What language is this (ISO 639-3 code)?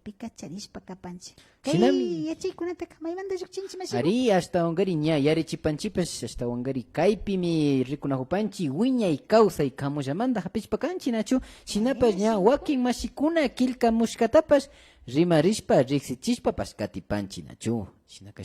qvi